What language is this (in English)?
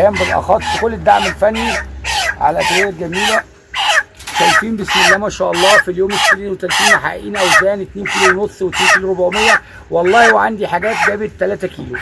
Egyptian Arabic